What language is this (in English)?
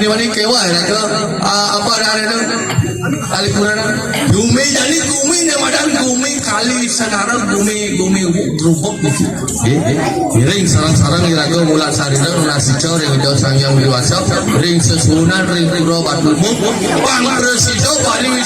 Balinese